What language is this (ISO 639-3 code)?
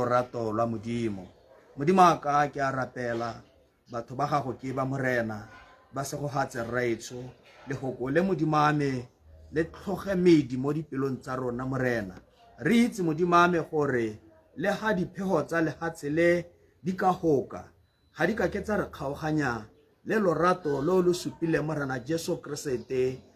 tsn